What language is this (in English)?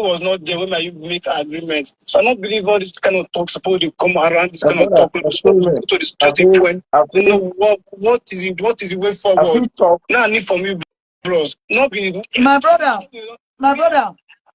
Nigerian Pidgin